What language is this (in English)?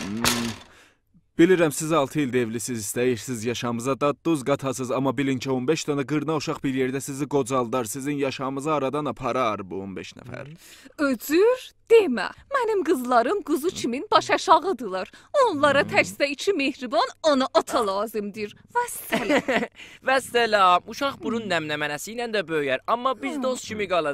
South Azerbaijani